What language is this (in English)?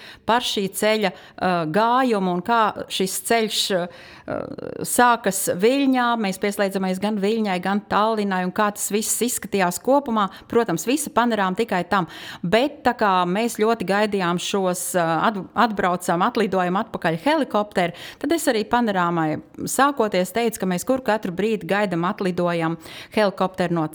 Latvian